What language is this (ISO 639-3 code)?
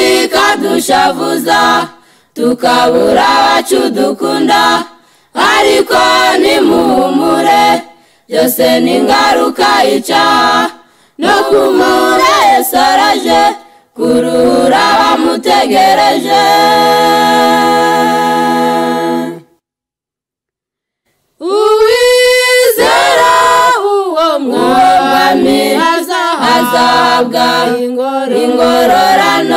kin